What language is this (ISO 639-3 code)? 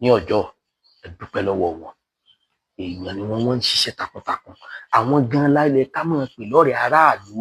yor